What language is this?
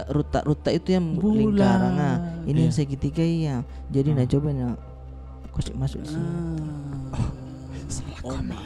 Makassar Malay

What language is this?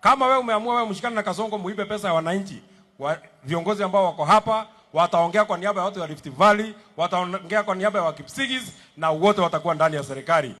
Swahili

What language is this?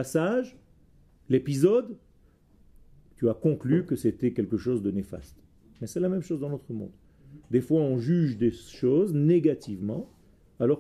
French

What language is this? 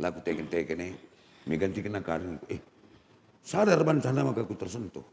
Batak Karo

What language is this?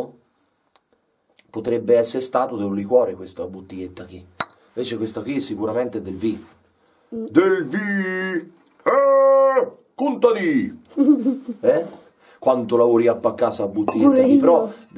Italian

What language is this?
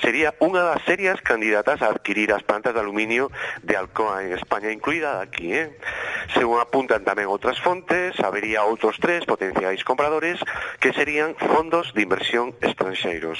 Galician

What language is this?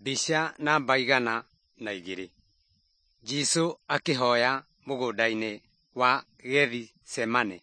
Kikuyu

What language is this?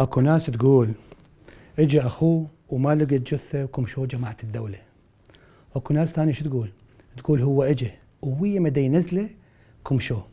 Mesopotamian Arabic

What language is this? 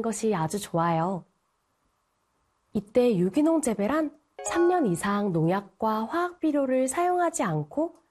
Korean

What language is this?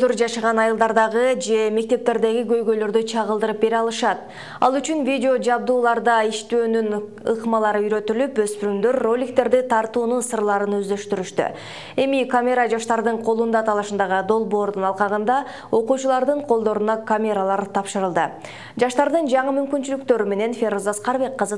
Kyrgyz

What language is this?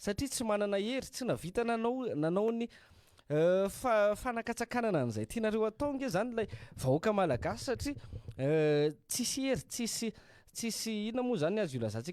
Malagasy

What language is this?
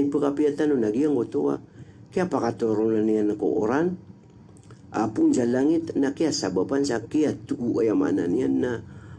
Maranao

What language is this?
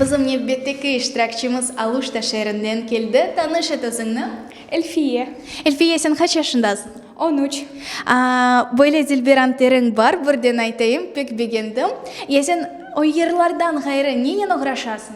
Crimean Tatar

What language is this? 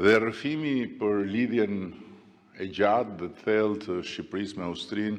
Albanian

